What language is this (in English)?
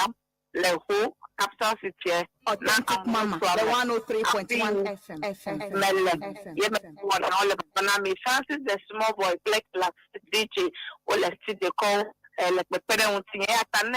Ewe